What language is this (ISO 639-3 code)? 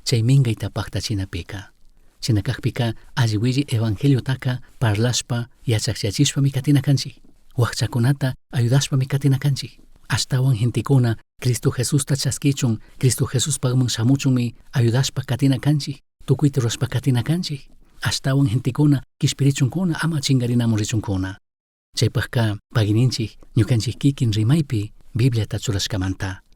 qug